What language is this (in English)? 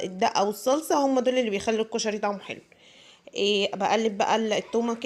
Egyptian Arabic